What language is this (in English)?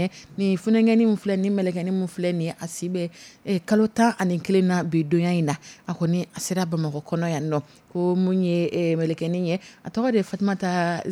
Dyula